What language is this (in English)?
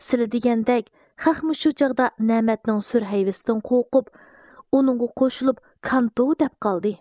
Uyghur